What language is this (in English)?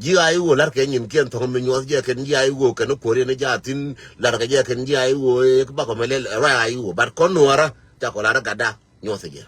Nuer